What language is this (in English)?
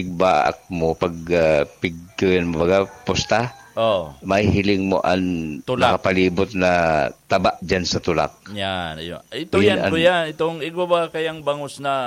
Bikol